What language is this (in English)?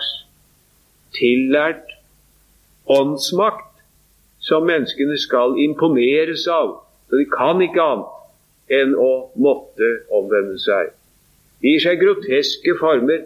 Norwegian